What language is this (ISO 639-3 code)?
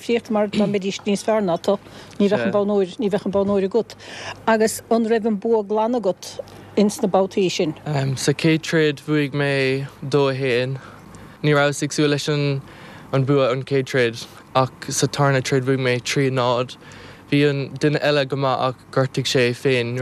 gle